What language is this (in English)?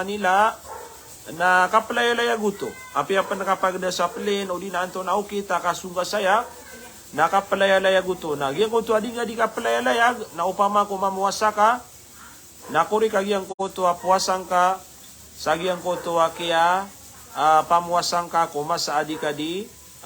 Maranao